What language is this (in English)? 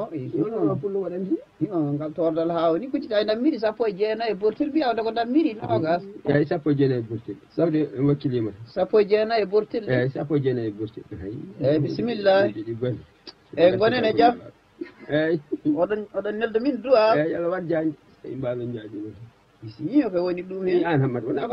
Fula